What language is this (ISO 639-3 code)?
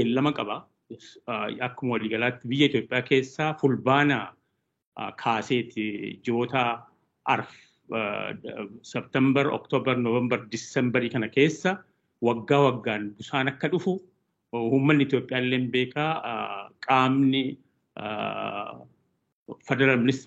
orm